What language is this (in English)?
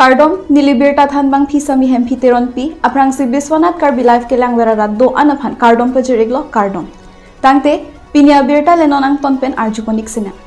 Karbi